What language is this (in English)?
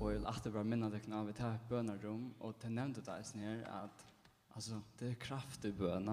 Faroese